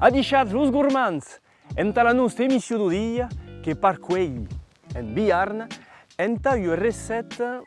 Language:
Occitan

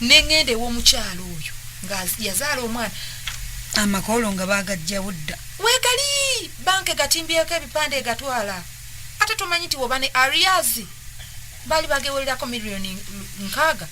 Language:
Ganda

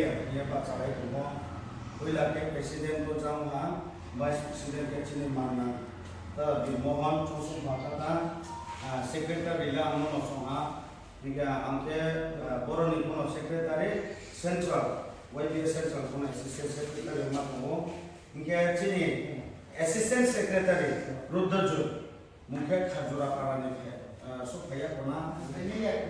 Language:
Riang (India)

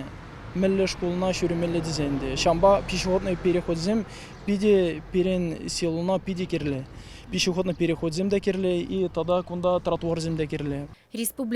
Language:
Chuvash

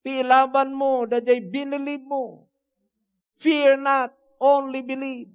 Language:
Iloko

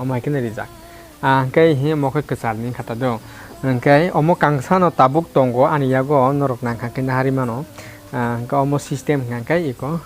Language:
Kok Borok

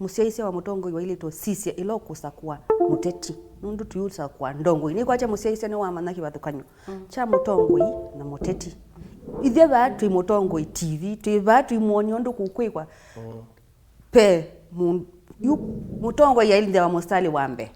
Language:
Kamba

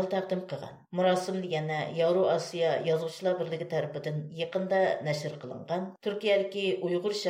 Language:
Uyghur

